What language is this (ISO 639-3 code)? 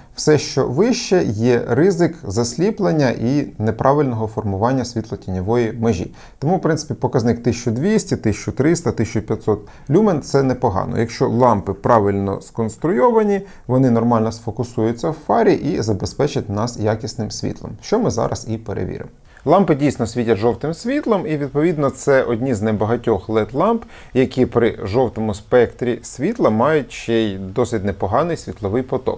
ukr